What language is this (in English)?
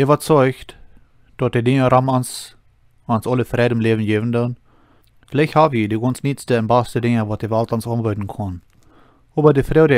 Plautdietsch